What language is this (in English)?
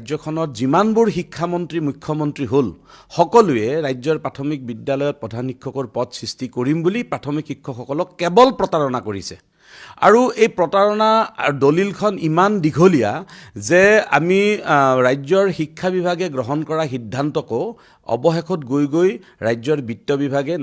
Assamese